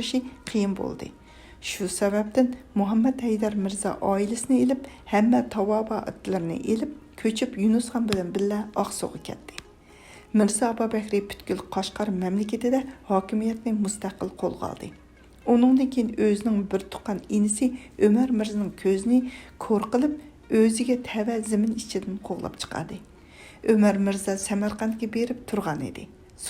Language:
Uyghur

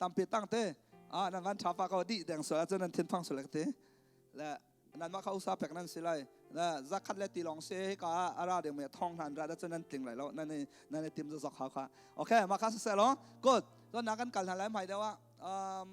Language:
Hakha Chin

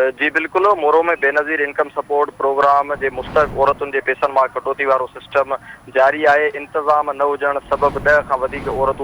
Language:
Sindhi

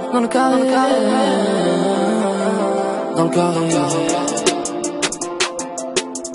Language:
French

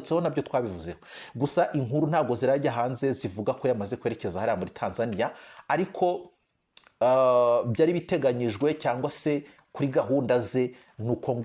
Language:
Kinyarwanda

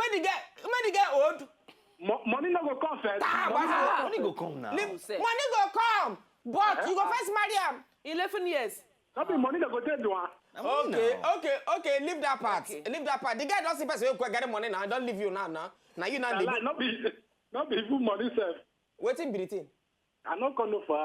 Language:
Nigerian Pidgin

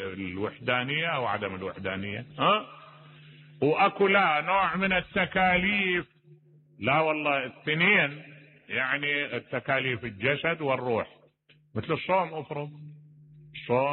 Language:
Mesopotamian Arabic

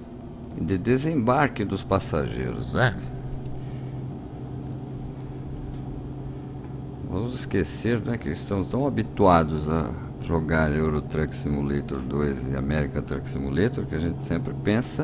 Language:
Portuguese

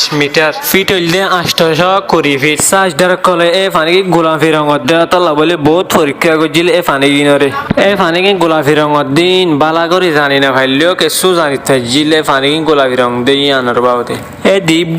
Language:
Rohingya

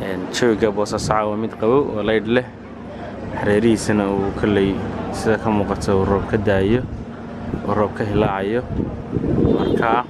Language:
Somali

